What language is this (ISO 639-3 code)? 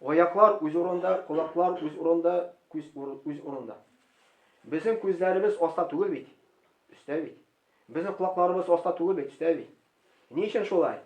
tat